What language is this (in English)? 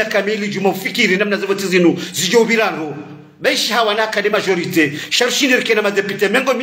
Ngazidja Comorian